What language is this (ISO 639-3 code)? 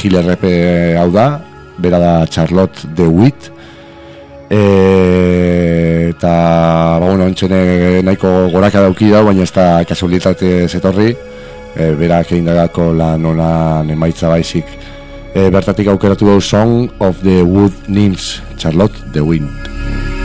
eus